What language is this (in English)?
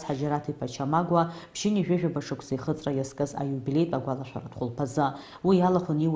Abkhazian